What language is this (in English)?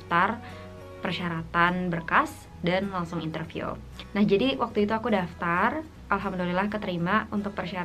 Indonesian